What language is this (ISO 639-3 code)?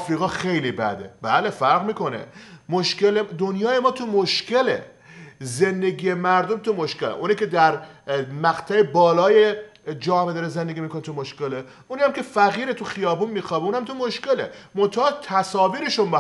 fas